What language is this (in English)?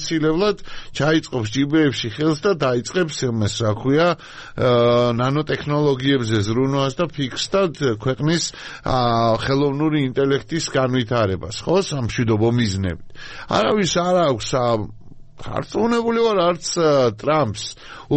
Georgian